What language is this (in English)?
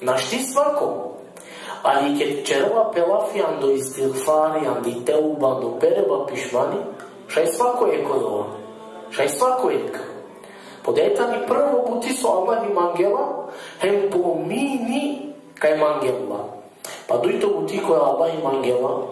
Balkan Romani